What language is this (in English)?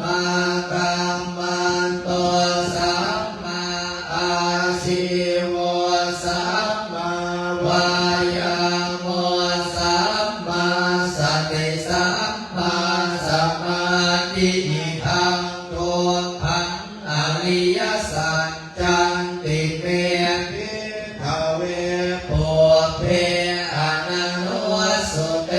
Pali